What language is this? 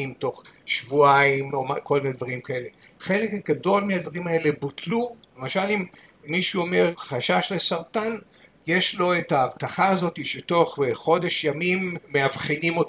Hebrew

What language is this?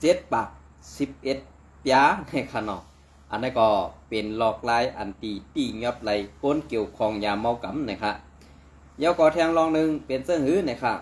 Shan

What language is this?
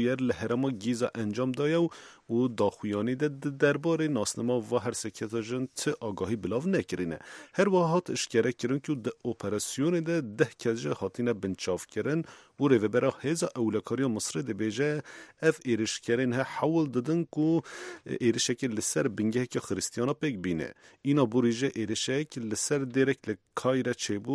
Kurdish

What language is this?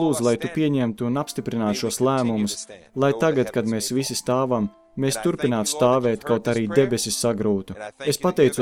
Latvian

